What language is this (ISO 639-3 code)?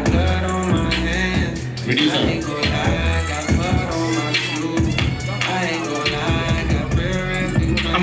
pcm